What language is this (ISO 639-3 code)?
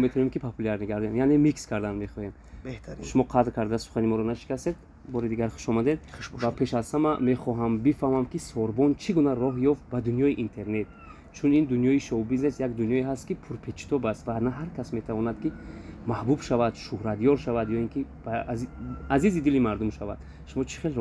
tgk